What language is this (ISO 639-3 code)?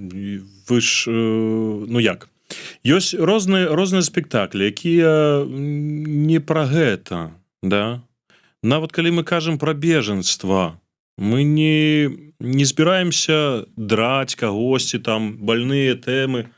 bel